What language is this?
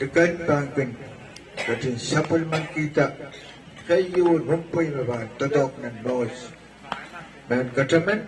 Pohnpeian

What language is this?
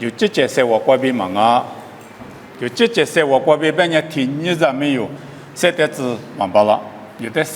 Lisu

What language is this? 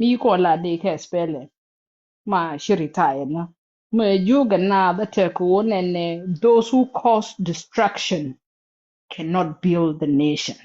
Nuer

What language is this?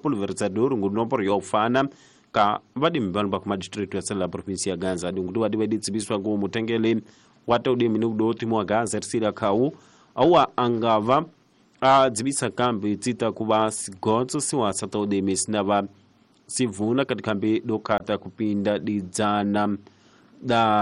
Tsonga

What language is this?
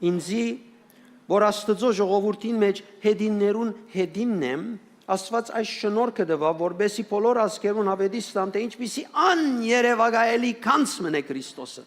Western Armenian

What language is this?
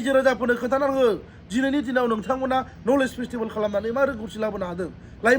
Bodo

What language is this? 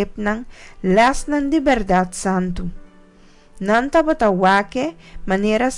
Papiamento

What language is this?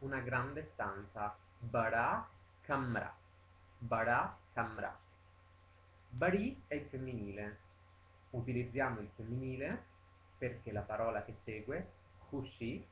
Italian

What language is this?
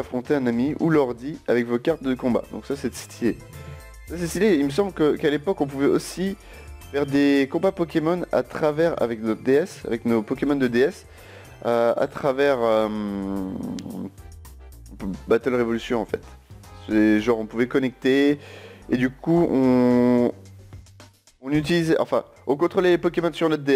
French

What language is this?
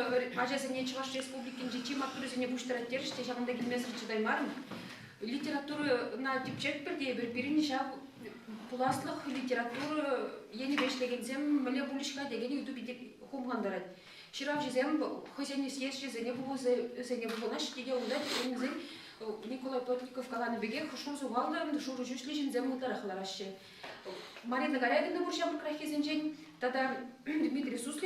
Chuvash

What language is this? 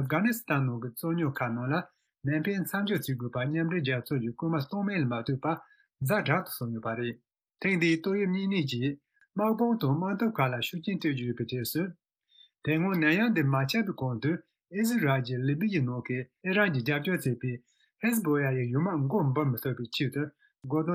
Tibetan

